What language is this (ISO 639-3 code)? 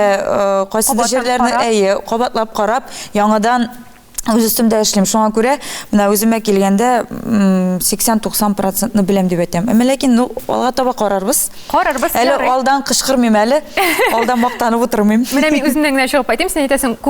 tat